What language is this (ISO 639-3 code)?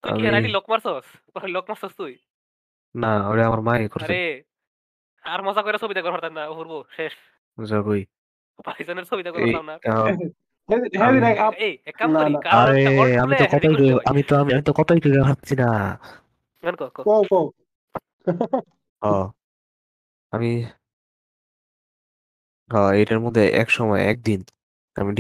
ben